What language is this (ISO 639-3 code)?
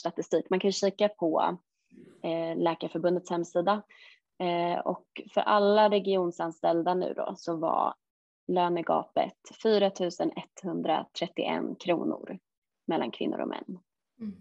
swe